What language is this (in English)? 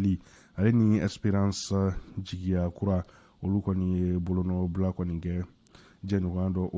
Bambara